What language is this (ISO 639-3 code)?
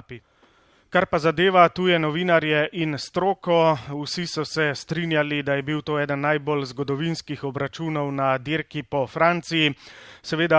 slv